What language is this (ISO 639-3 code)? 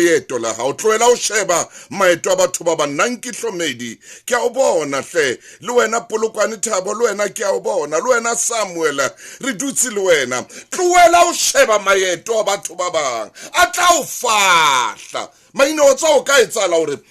sot